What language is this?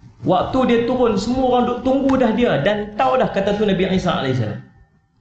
Malay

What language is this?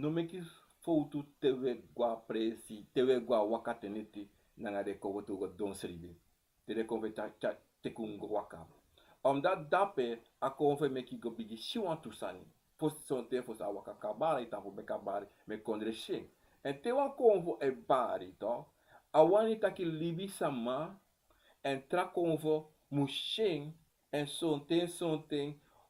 Sranan Tongo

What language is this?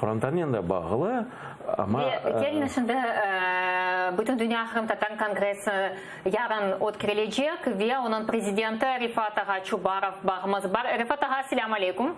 Crimean Tatar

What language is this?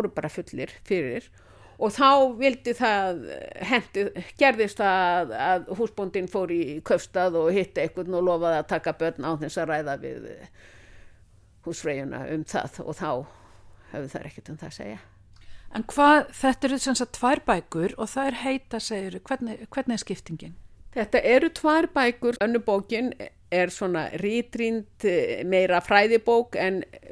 Icelandic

